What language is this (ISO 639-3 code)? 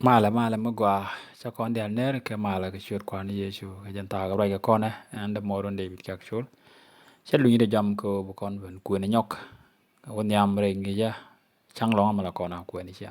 nus